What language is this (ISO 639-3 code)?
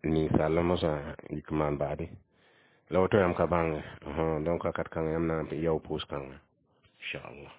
mos